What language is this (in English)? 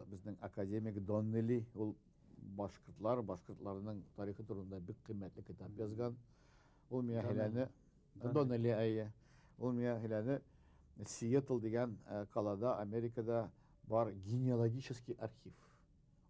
Bashkir